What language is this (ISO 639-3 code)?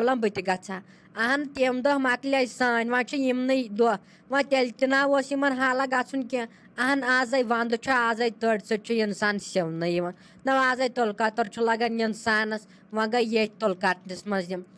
kas